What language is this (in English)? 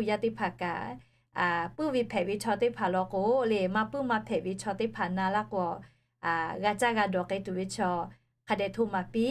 Lahu